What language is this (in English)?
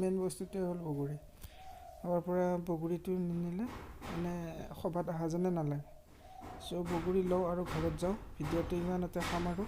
Assamese